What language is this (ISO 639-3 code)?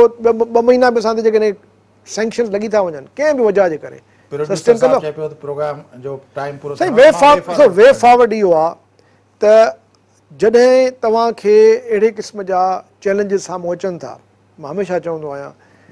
snd